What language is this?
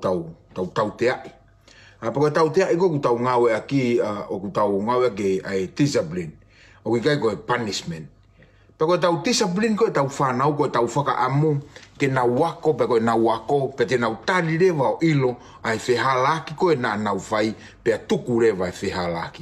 Tongan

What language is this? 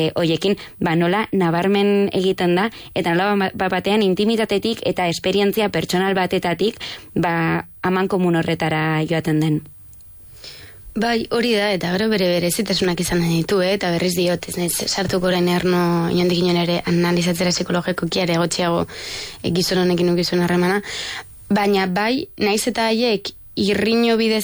Basque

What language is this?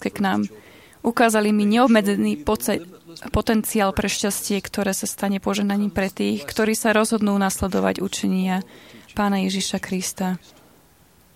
Slovak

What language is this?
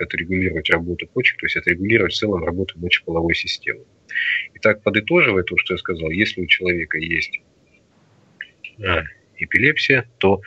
Russian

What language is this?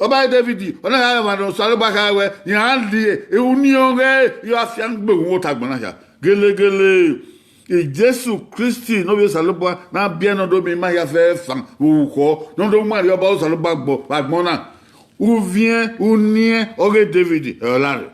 Bini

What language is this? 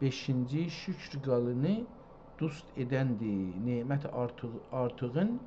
South Azerbaijani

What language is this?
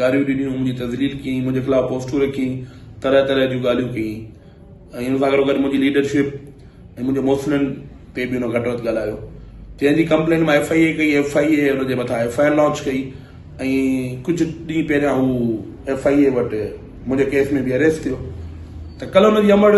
Sindhi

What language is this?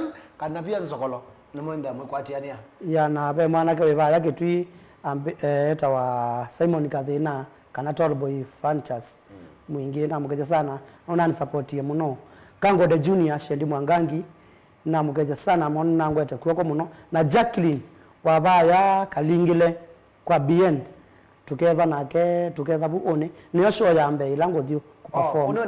Kamba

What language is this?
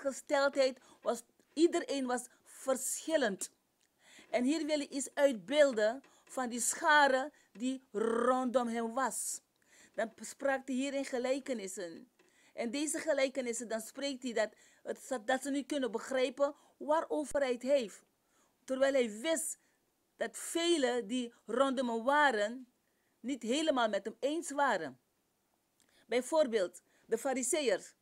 Dutch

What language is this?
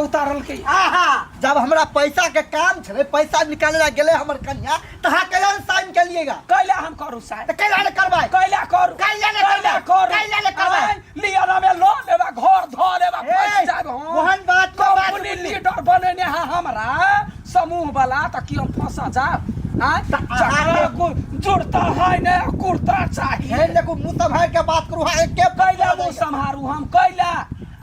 Maithili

